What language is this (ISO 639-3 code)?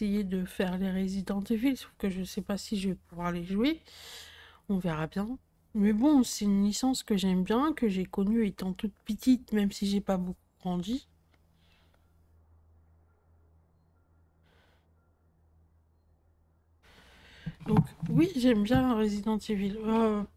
fra